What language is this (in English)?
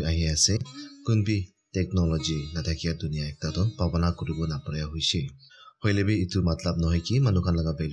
Naga Pidgin